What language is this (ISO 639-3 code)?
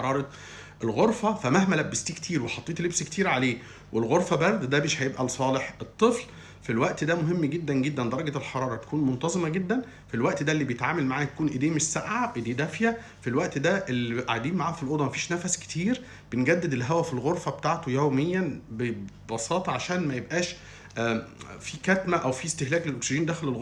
arz